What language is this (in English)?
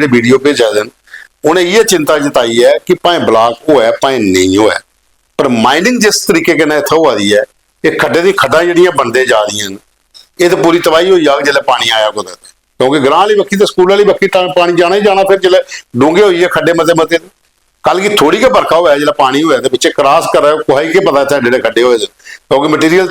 Dogri